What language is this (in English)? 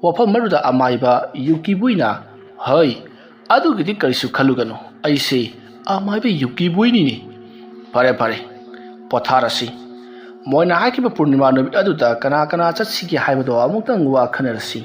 Manipuri